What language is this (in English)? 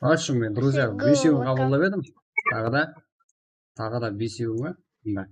Kara-Kalpak